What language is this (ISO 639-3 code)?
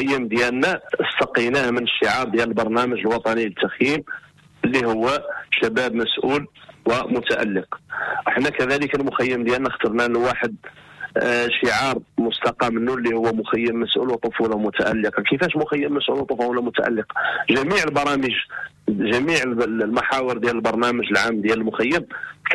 ary